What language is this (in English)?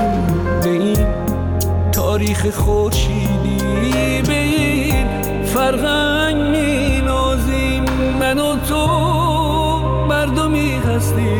Persian